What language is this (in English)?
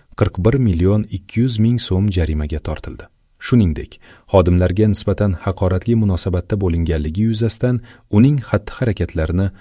Uzbek